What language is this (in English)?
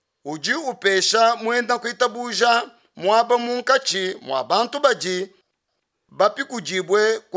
Luba-Lulua